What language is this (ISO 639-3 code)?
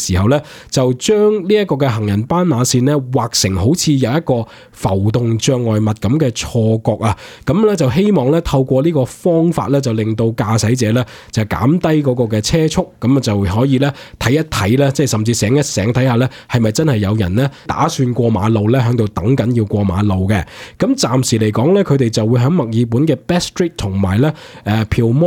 yue